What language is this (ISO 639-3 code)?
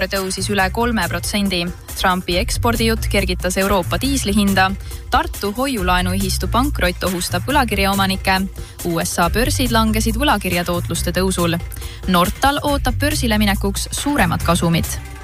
est